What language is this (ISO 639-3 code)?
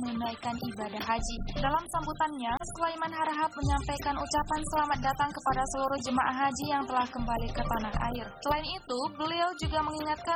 ind